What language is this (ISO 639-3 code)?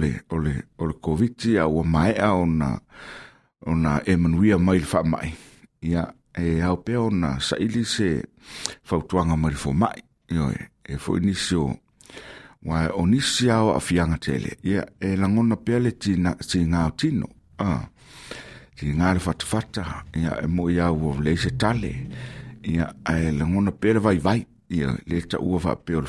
smo